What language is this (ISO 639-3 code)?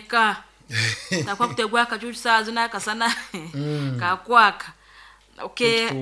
nyo